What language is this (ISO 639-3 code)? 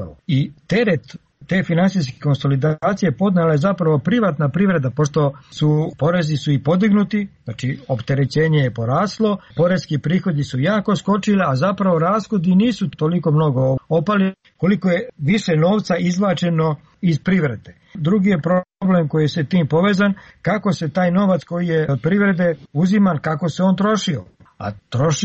srp